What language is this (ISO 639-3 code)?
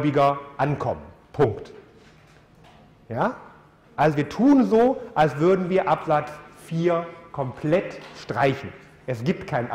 deu